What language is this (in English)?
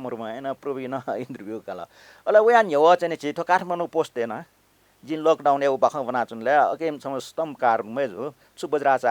Newari